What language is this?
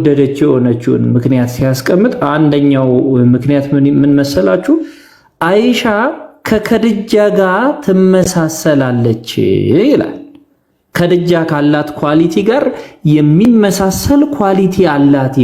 Amharic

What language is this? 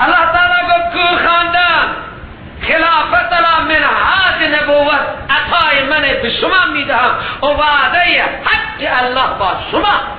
Persian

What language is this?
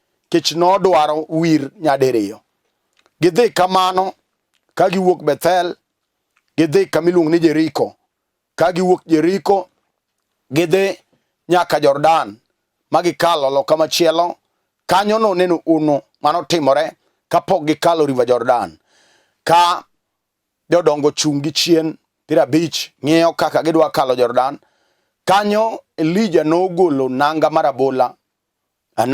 Luo (Kenya and Tanzania)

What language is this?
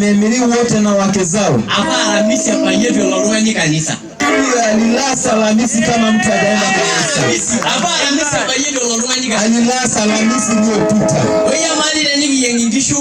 Masai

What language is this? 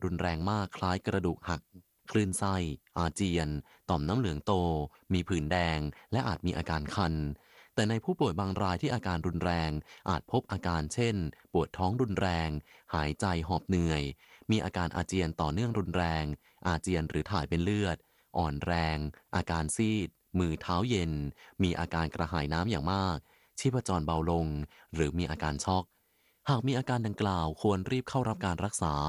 Thai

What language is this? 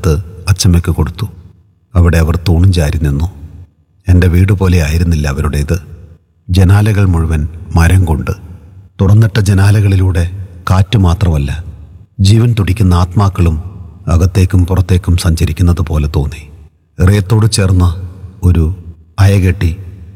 Malayalam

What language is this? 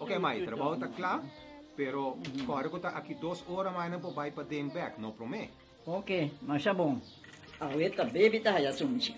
Papiamento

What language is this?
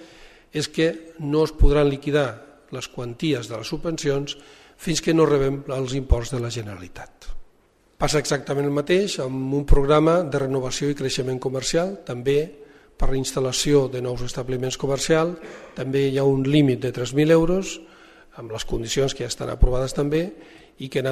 Catalan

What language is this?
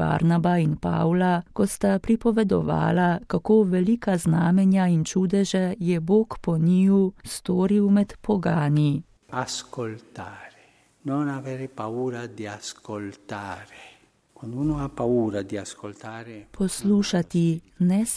Slovenian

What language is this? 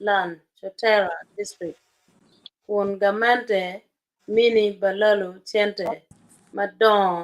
Acoli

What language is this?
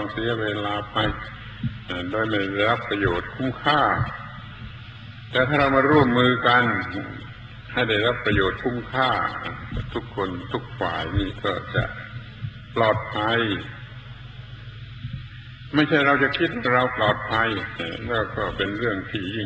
Thai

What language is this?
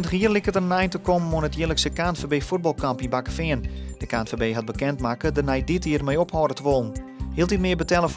Western Frisian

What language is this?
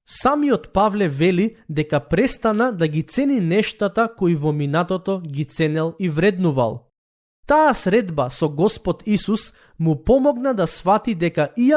Macedonian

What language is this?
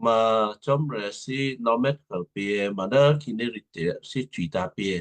Western Kayah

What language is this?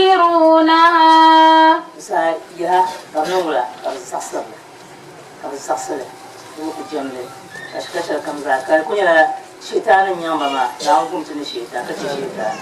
Dagbani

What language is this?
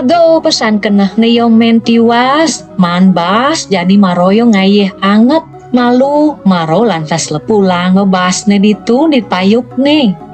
Balinese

